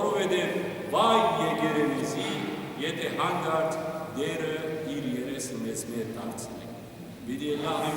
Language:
Western Armenian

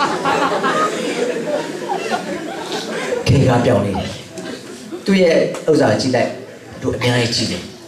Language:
Burmese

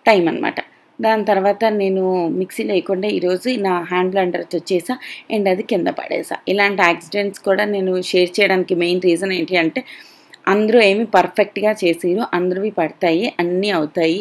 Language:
Telugu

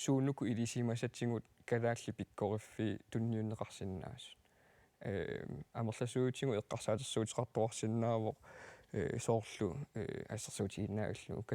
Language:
Kalaallisut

